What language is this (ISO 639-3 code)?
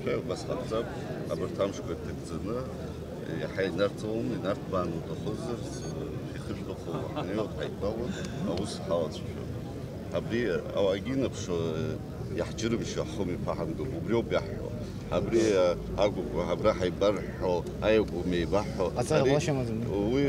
abk